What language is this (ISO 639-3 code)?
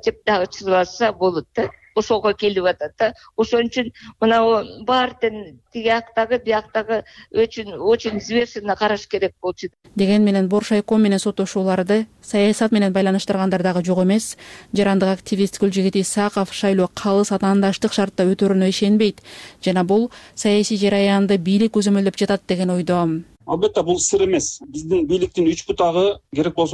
kir